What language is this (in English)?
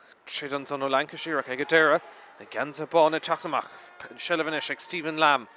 Irish